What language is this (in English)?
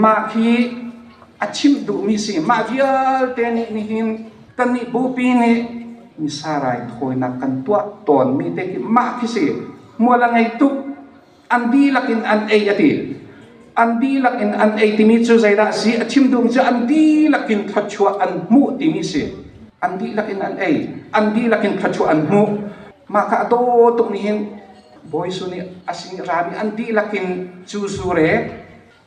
Hakha Chin